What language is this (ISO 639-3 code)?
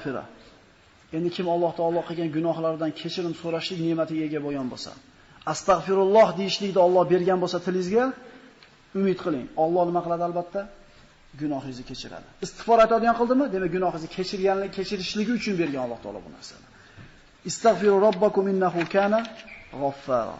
uzb